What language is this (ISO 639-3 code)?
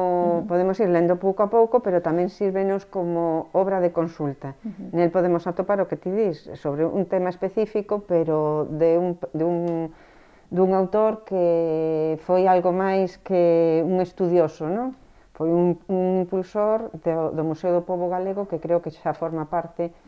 glg